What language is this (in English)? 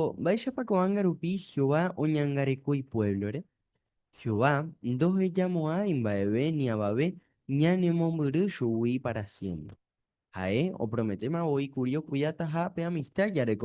Guarani